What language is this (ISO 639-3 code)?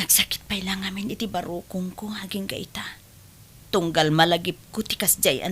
ilo